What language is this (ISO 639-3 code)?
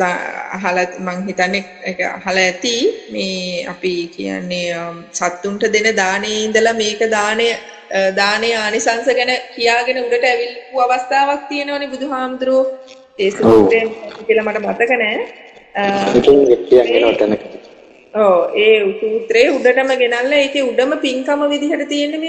sin